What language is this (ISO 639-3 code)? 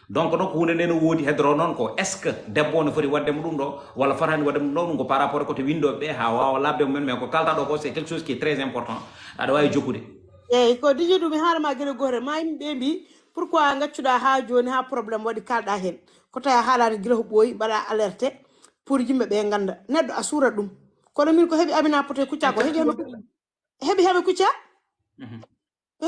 ful